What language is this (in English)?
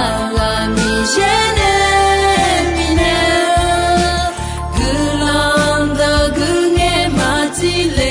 Akha